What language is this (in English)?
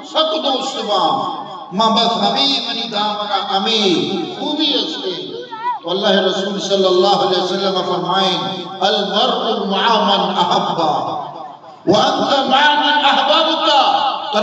Eastern Balochi